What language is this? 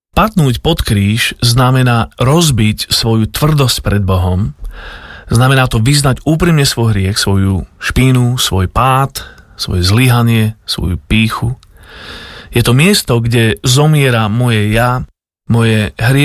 Slovak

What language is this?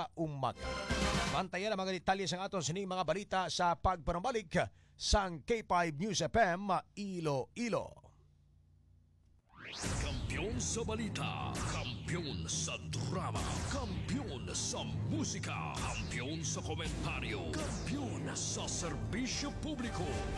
Hiligaynon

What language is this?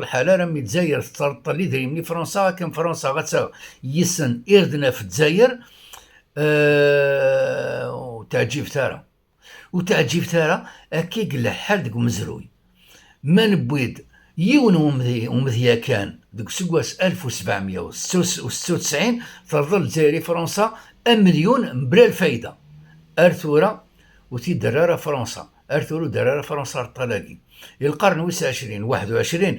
Kabyle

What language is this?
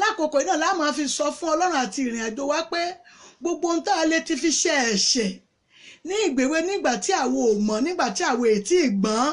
Yoruba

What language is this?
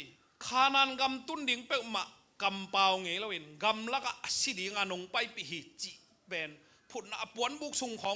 Tedim Chin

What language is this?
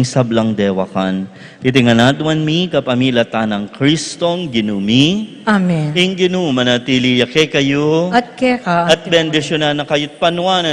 Pampanga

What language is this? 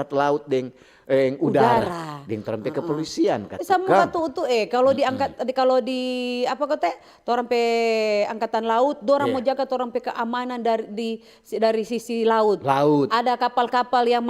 Manado Malay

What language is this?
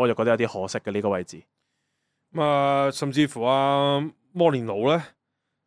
Cantonese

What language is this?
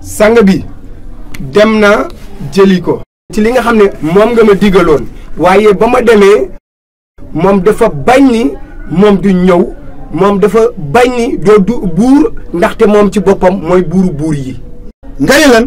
Wolof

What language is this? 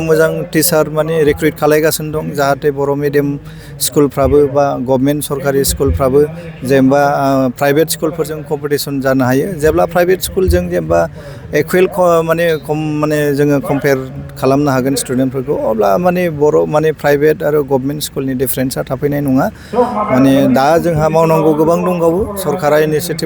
Bodo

